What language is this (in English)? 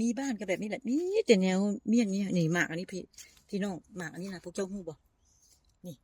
Northeastern Thai